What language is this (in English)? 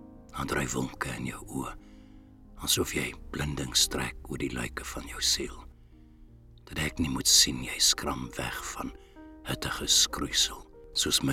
Afrikaans